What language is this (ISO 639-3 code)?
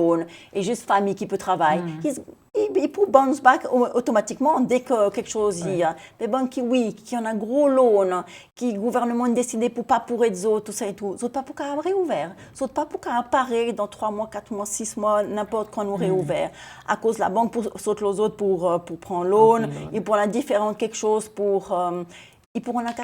crs